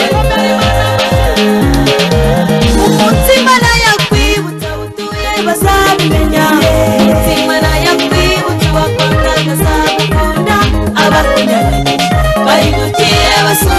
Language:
Kinyarwanda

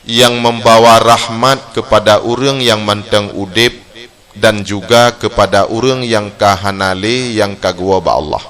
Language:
Achinese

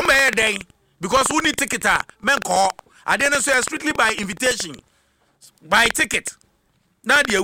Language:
Akan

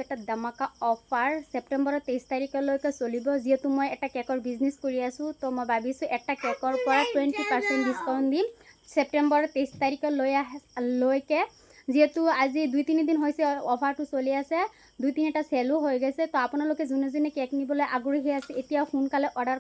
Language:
Assamese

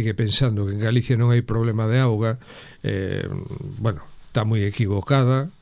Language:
Galician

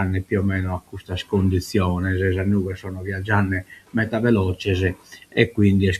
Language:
Sardinian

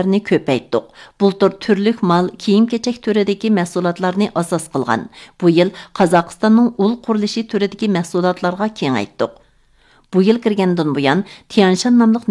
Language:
Uyghur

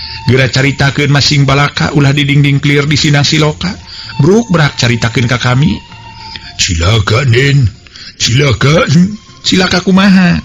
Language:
Sundanese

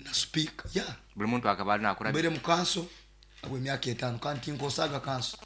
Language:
Nyoro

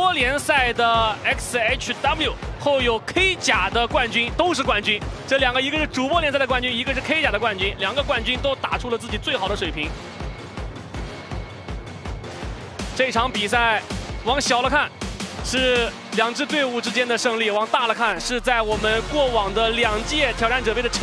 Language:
Chinese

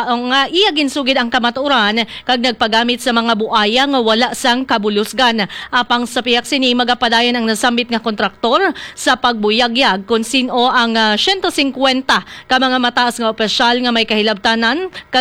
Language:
Hiligaynon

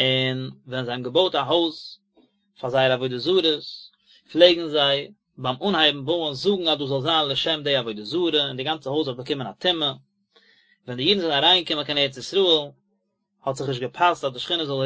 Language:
Yiddish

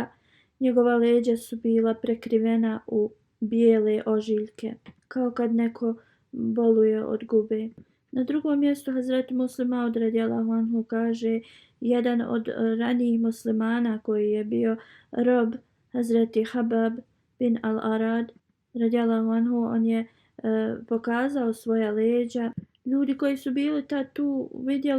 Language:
Bosnian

